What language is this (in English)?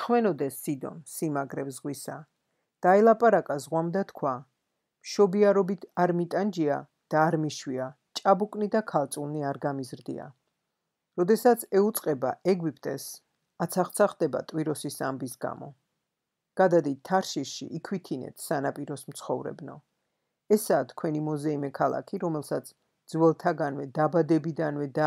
Georgian